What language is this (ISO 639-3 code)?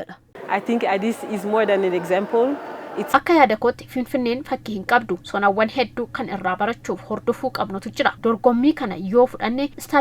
orm